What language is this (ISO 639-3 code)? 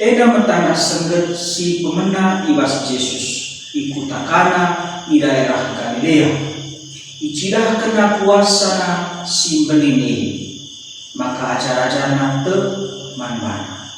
btx